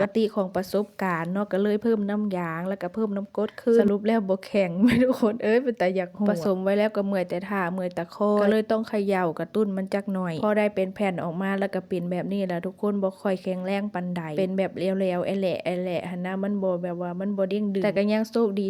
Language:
Lao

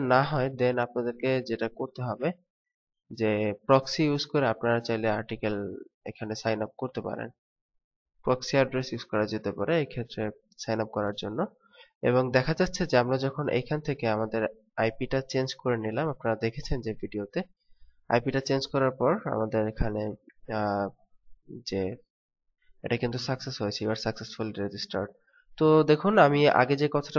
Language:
Bangla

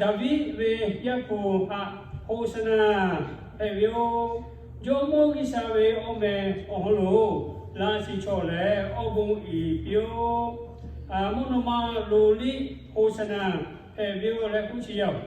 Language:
Lahu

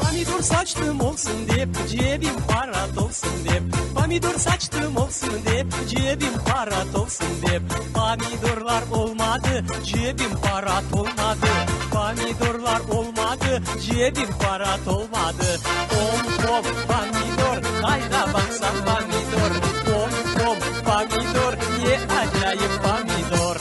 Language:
Crimean Tatar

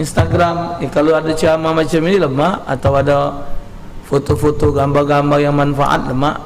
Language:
Musi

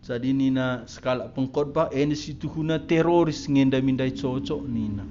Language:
Batak Karo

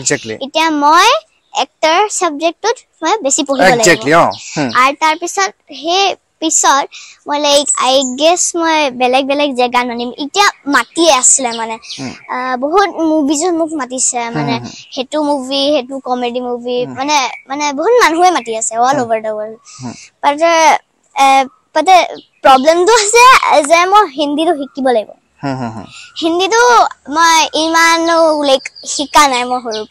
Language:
Assamese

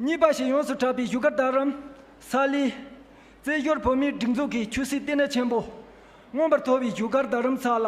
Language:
Tibetan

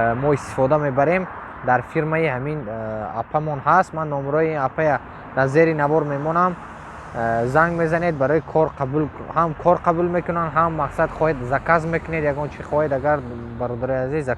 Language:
Tajik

